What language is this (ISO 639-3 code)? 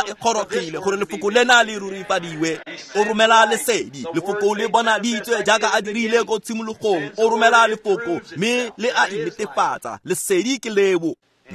tsn